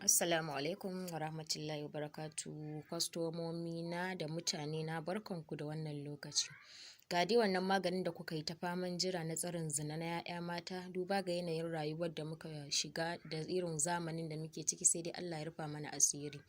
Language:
Hausa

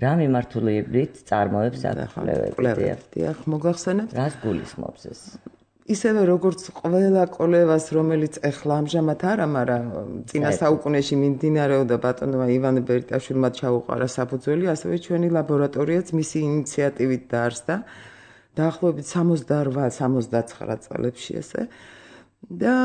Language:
Georgian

